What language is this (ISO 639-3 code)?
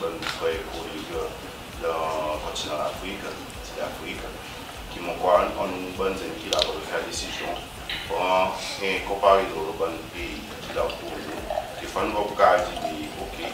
crs